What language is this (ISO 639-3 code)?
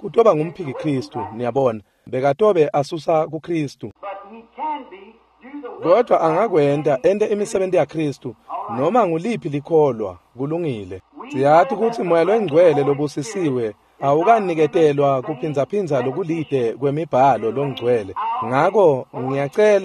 ssw